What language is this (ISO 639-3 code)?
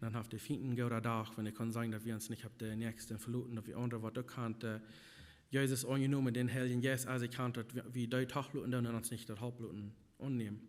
pdt